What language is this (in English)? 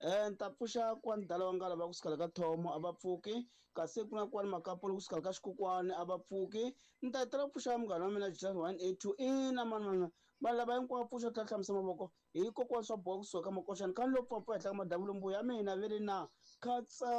Tsonga